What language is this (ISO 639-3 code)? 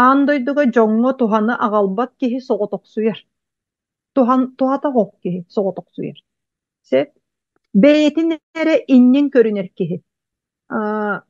sah